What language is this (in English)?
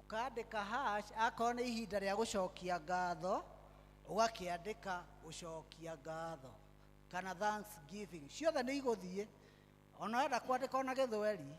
Kikuyu